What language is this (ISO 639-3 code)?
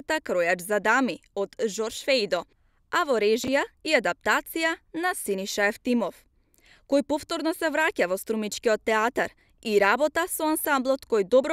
mkd